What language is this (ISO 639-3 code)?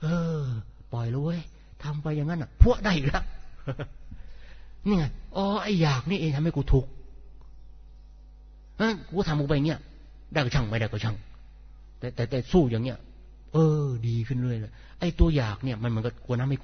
tha